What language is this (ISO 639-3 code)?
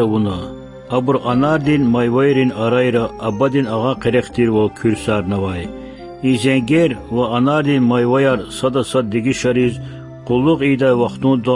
lez